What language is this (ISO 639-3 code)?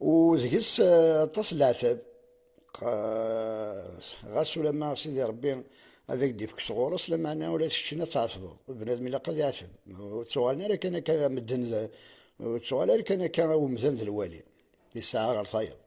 kab